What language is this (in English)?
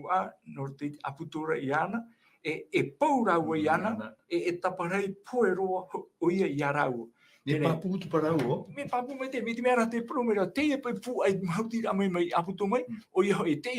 Tahitian